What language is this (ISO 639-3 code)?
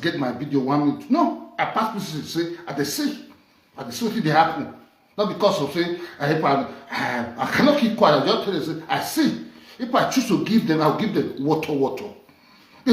pcm